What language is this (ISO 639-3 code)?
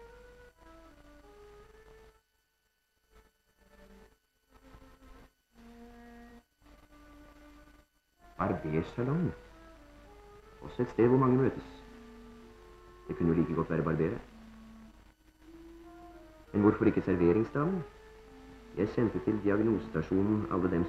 nor